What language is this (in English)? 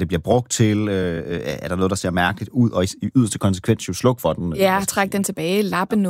Danish